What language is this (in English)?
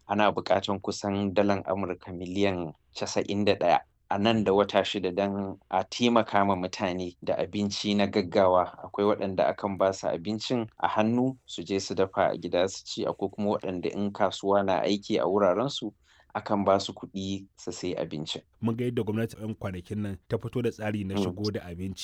Hausa